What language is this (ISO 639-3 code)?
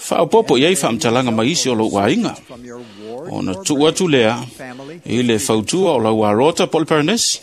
smo